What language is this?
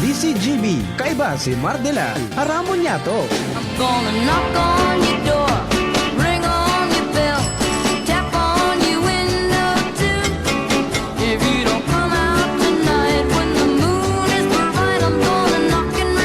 Bikol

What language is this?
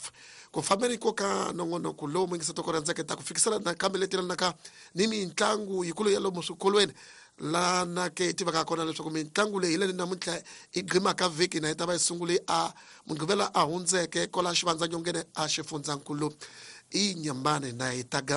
Tsonga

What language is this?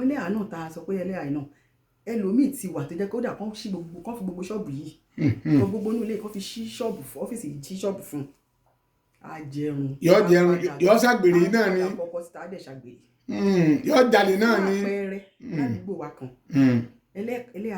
Yoruba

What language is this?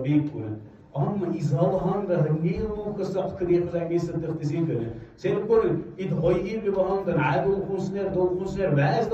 Dargwa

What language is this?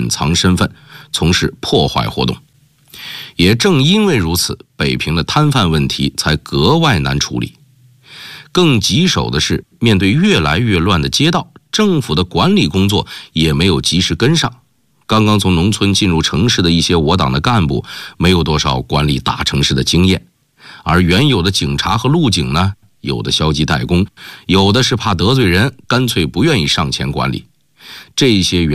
Chinese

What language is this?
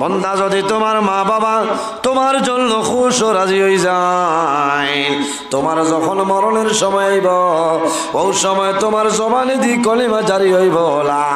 Sylheti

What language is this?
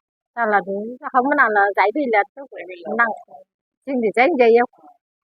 Dimasa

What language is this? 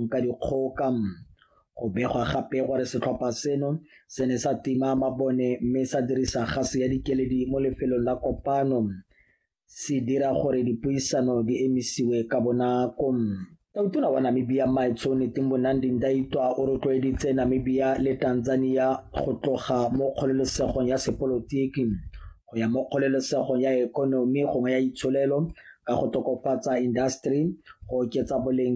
Tswana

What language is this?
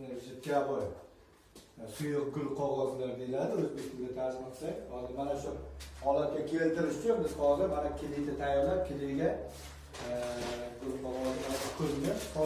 Uzbek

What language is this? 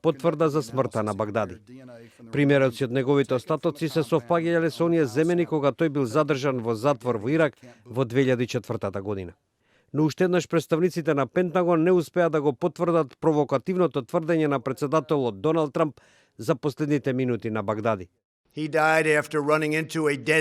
Macedonian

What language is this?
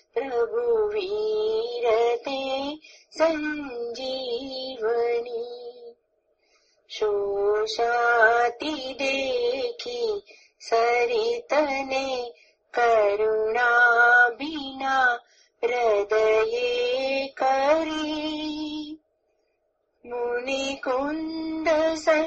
Gujarati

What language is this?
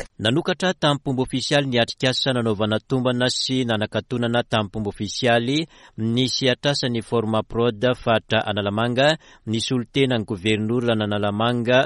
Malagasy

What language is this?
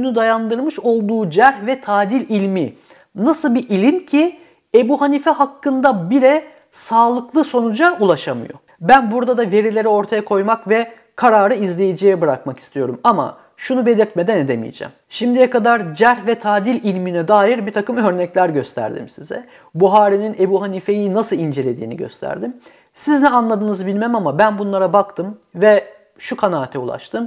Turkish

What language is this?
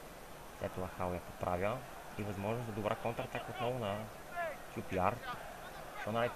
Bulgarian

